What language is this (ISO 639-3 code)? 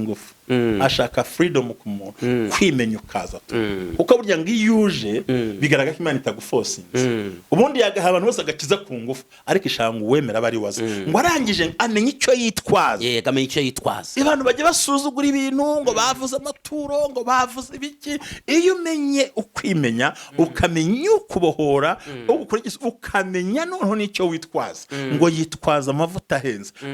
kin